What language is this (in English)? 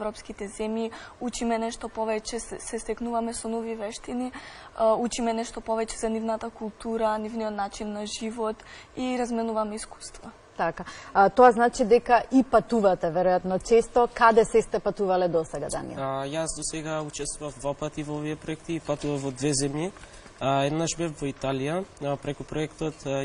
Macedonian